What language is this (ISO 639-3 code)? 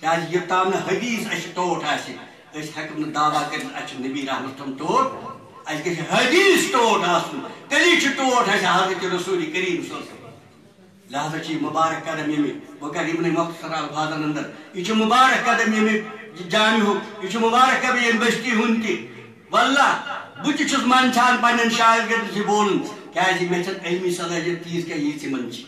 kas